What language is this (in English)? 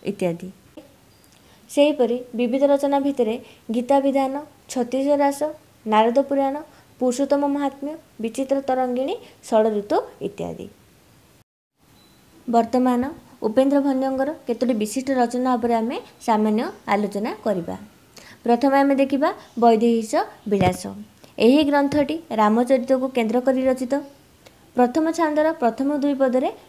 Odia